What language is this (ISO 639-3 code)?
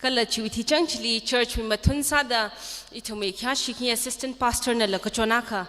nmf